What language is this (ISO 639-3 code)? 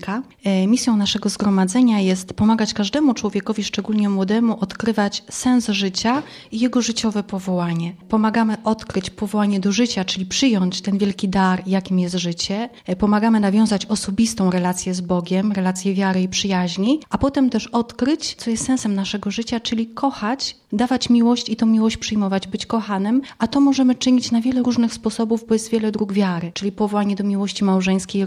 pol